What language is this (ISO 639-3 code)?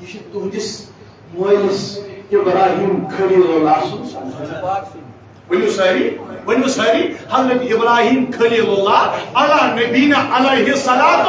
kas